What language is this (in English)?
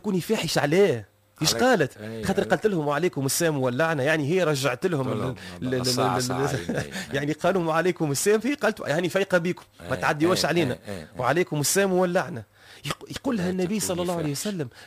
Tunisian Arabic